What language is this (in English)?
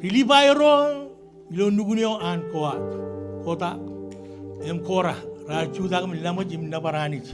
Marshallese